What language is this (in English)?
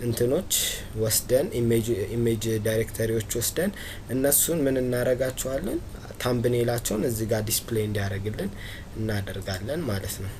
Amharic